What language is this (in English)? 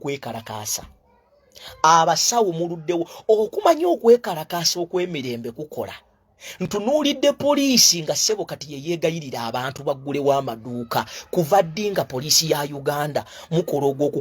Ganda